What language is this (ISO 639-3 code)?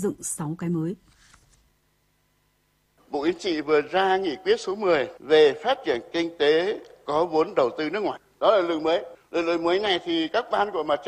vie